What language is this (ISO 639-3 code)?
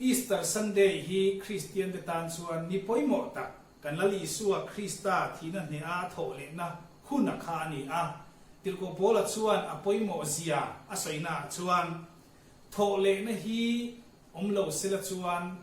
lus